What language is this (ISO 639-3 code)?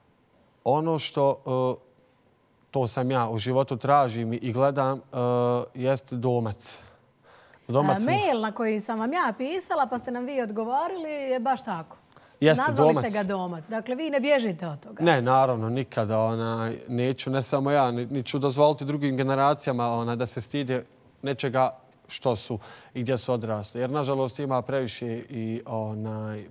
bos